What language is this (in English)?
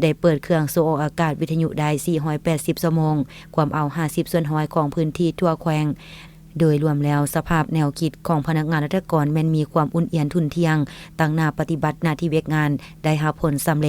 Lao